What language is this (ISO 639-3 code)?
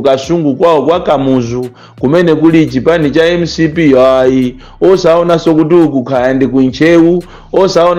nya